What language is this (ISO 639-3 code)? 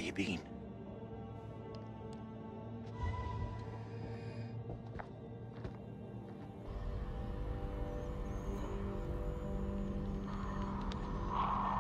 ita